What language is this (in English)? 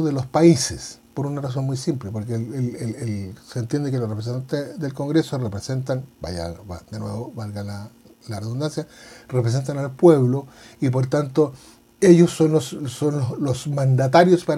Spanish